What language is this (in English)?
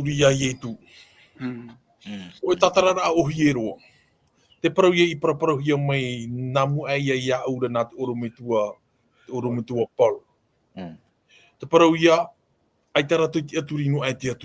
Tahitian